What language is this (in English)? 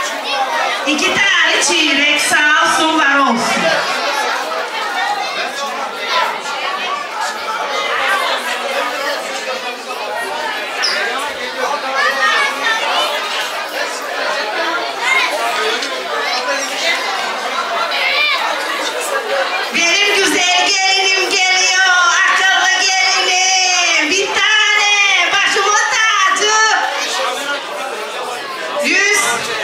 Turkish